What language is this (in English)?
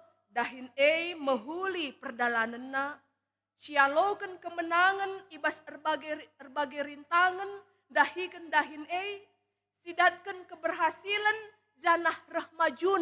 Batak Karo